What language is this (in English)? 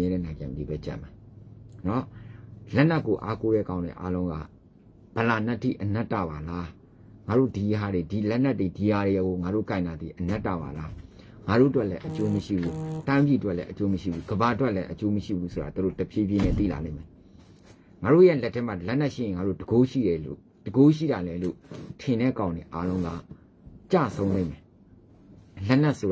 Burmese